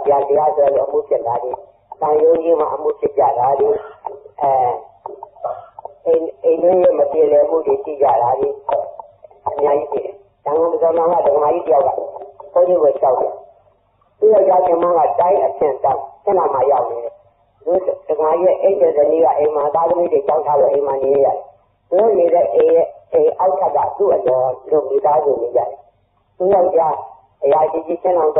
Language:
Burmese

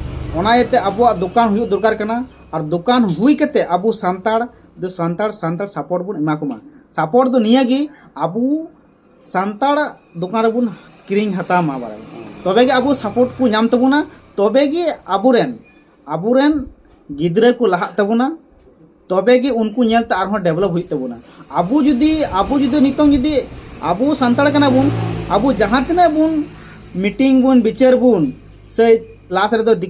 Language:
Santali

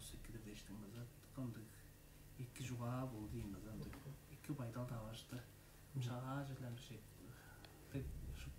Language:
Tuvinian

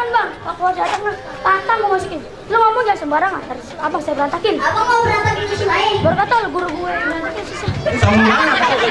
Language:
Betawi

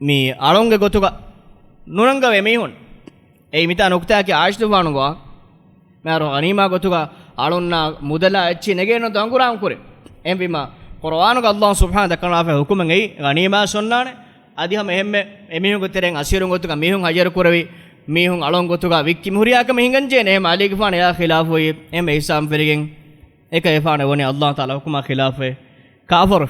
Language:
Divehi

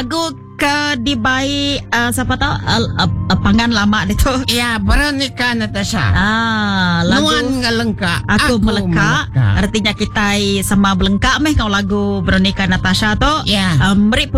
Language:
Iban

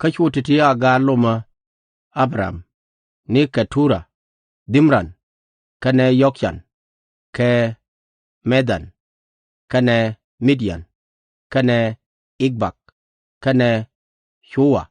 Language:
Nuer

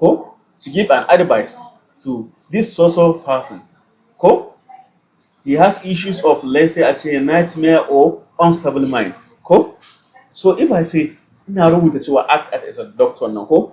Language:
Hausa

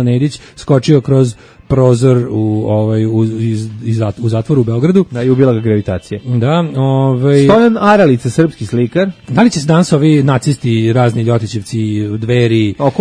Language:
Serbian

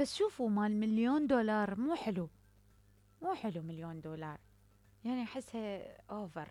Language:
Mesopotamian Arabic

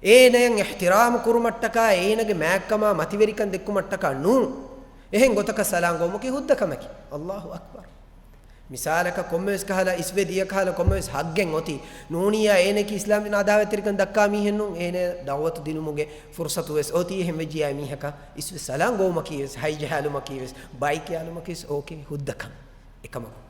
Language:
Divehi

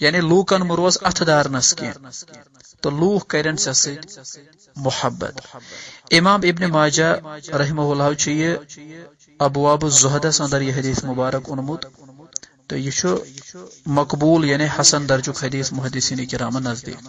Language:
Kashmiri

